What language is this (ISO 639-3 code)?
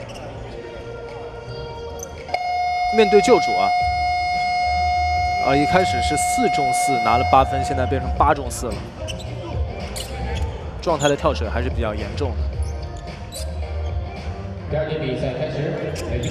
zho